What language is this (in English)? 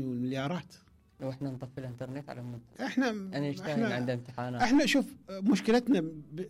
Mesopotamian Arabic